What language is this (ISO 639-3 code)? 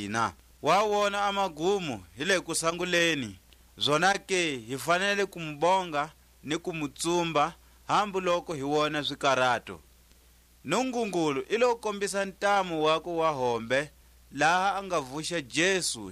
tsc